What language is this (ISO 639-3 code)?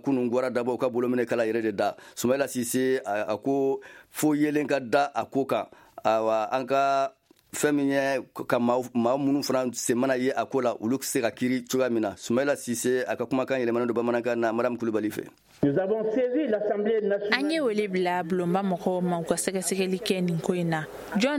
bam